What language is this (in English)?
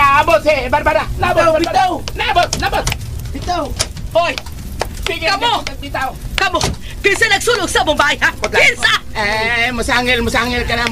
Cebuano